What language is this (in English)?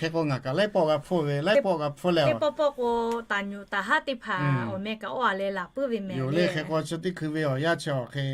Lahu